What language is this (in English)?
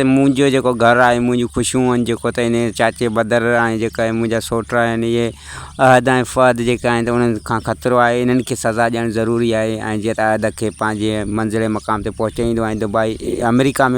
Sindhi